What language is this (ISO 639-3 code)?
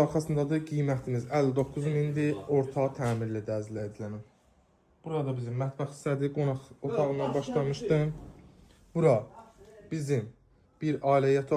aze